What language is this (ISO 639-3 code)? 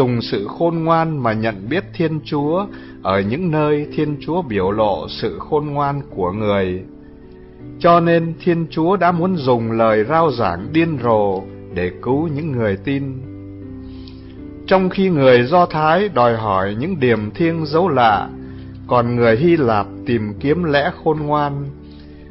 vie